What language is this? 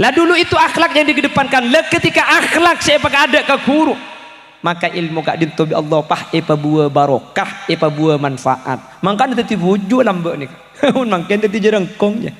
Madurese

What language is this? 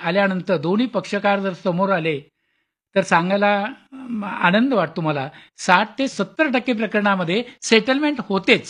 Marathi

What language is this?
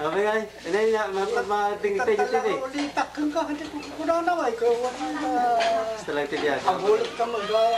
Iloko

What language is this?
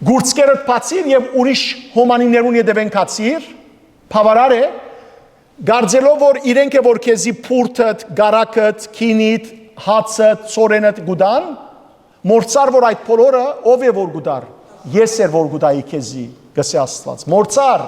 Western Armenian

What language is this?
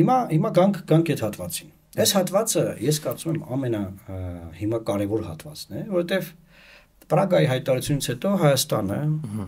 Armenian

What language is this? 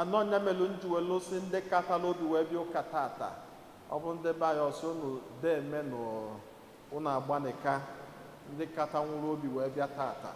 Igbo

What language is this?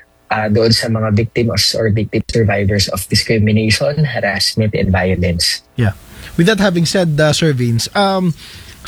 Filipino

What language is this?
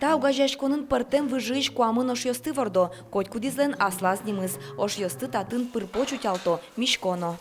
Udmurt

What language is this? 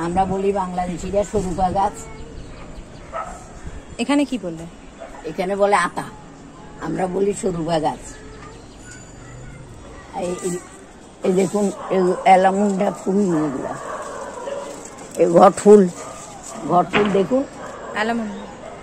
Bangla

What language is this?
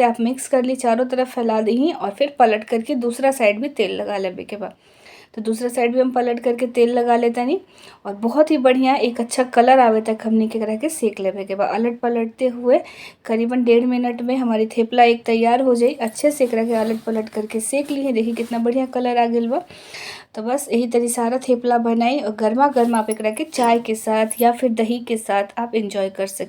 Bhojpuri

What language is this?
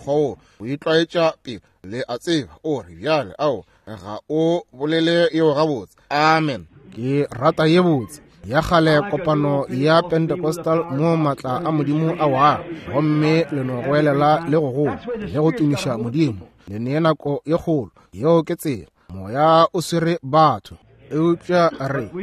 Northern Sotho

